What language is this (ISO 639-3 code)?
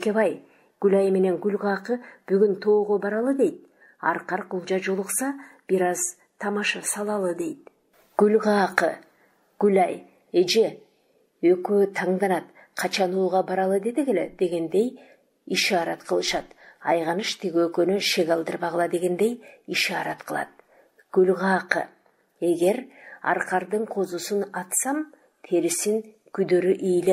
kir